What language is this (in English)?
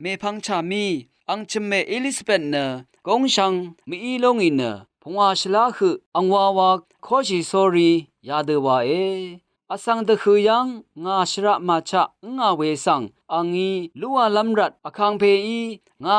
Rawang